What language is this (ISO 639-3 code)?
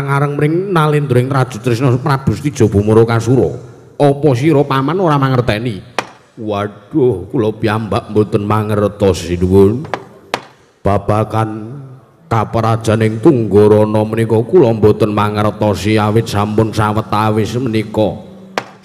jav